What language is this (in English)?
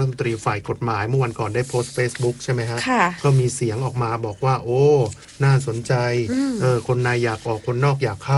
Thai